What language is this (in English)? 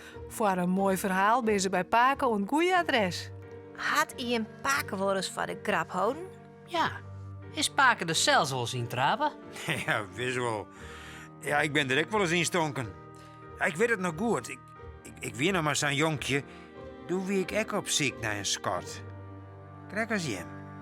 Western Frisian